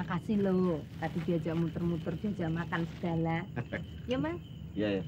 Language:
Betawi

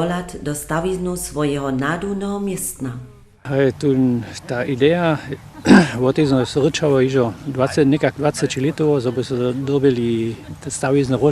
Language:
Upper Sorbian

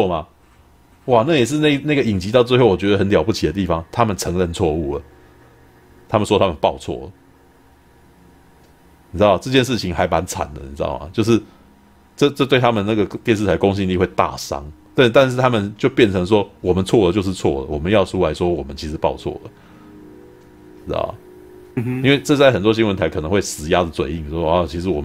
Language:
Chinese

